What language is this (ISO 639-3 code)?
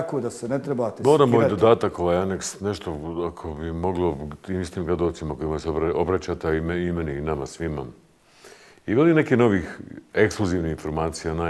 bos